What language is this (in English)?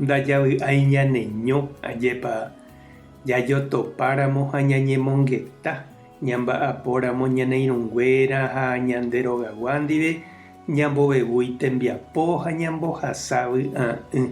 Guarani